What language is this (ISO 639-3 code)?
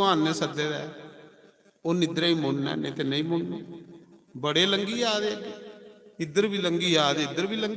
doi